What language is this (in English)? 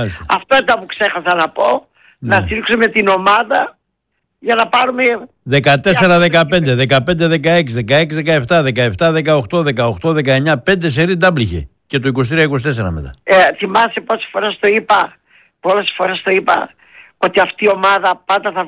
Greek